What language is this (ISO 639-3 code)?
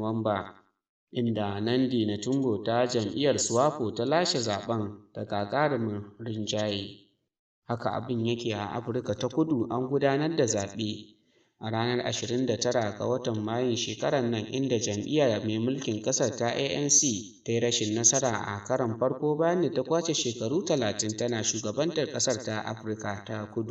hau